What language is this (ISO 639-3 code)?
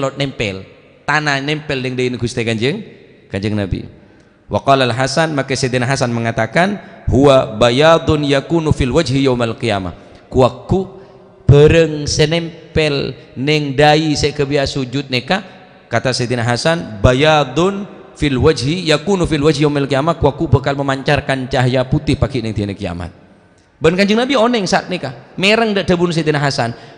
mad